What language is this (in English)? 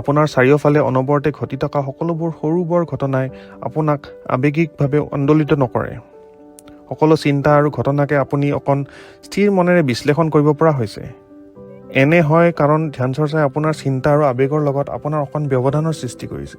Assamese